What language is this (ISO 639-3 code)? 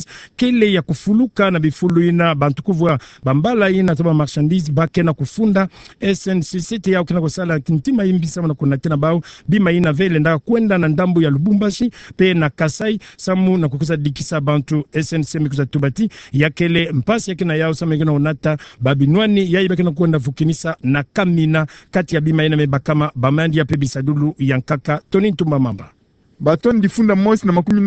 ktu